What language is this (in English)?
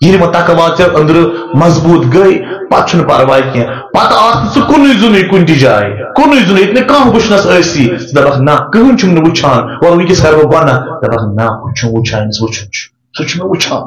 Kashmiri